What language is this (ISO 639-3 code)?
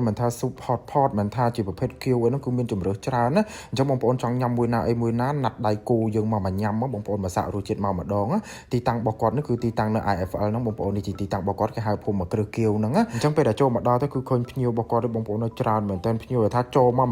khm